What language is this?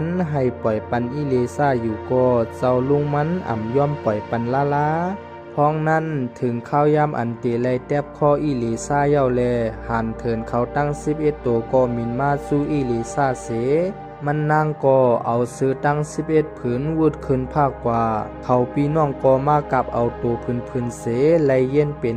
Shan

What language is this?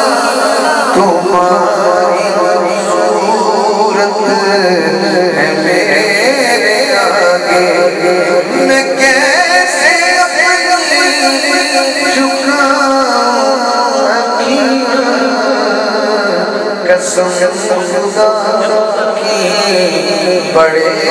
Urdu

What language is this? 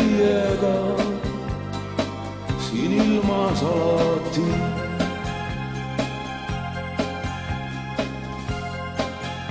Estonian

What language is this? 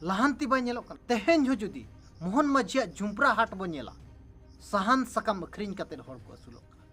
Santali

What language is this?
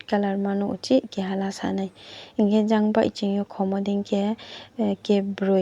Riang (India)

